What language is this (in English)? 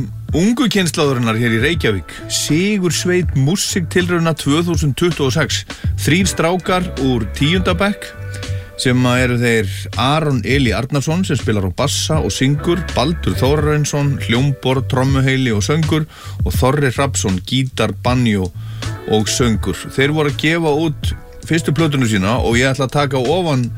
Icelandic